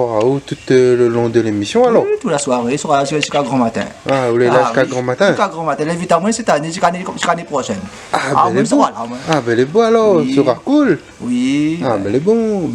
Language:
Réunion Creole French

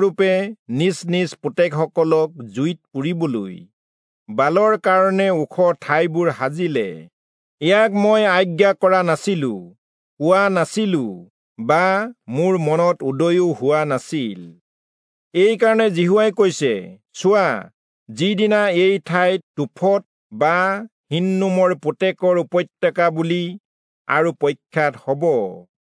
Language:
Assamese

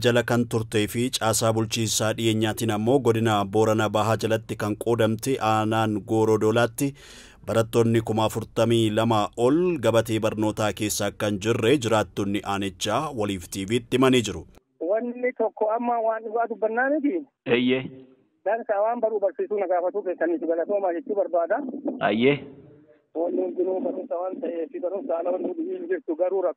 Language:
Oromo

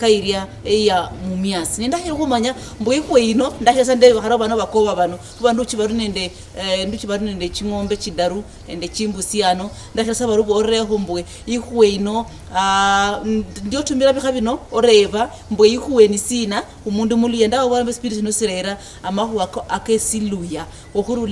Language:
Luyia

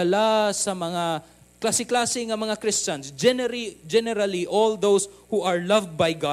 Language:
Cebuano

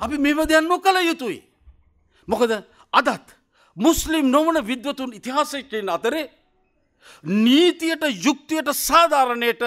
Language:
Sinhala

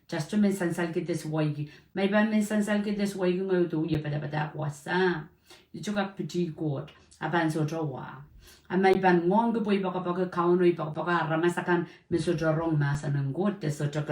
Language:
Pohnpeian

